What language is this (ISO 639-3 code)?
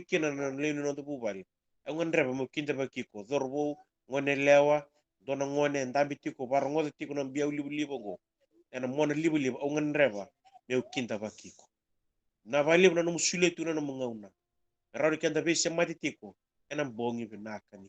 fij